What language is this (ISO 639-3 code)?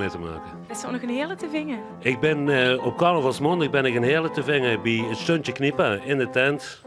lim